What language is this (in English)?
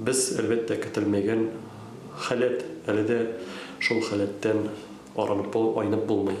Tatar